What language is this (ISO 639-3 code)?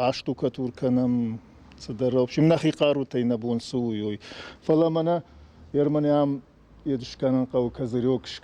oss